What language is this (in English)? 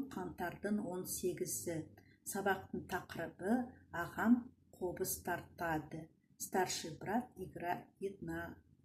Kazakh